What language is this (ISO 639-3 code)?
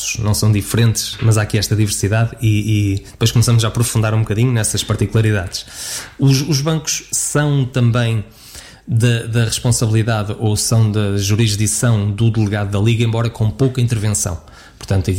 por